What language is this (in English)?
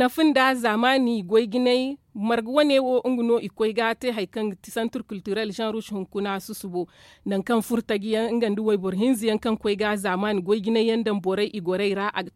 Zarma